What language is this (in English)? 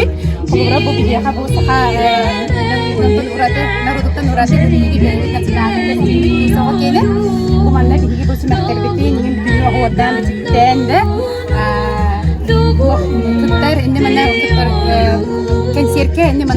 Yakut